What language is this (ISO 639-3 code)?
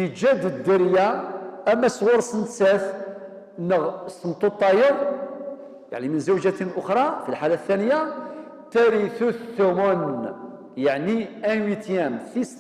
kab